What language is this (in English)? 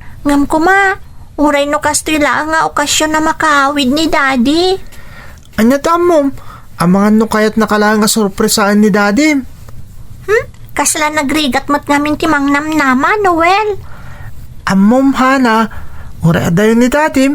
Iloko